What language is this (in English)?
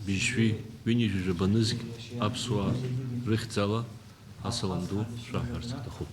Abkhazian